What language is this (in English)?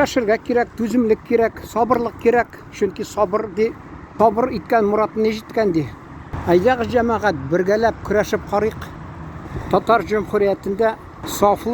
Tatar